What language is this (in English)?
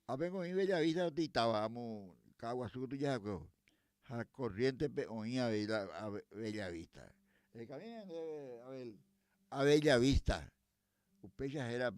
Guarani